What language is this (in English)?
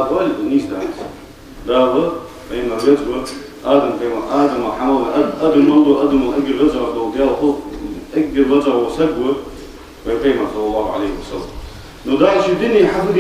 Ingush